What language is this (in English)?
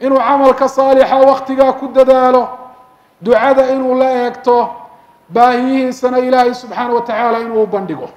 Somali